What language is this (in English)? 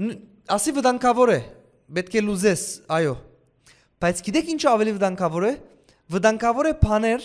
Western Armenian